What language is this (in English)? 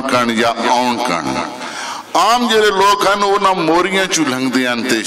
Western Panjabi